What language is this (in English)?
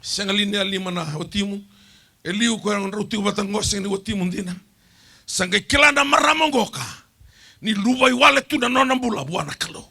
Fijian